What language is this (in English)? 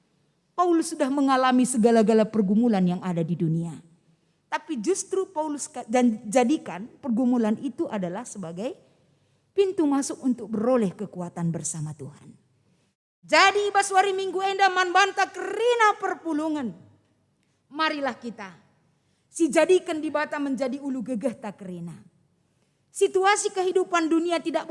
Batak Karo